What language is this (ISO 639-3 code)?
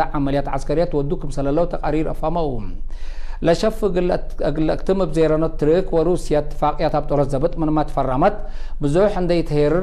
tig